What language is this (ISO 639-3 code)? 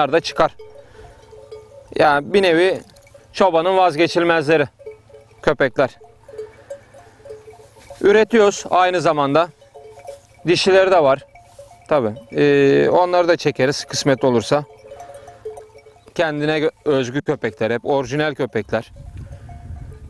tur